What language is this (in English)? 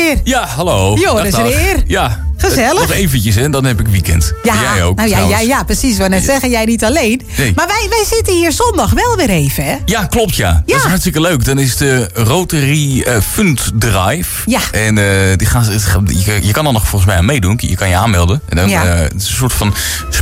Dutch